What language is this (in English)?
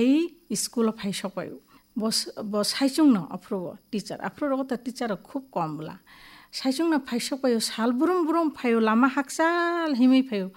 Kok Borok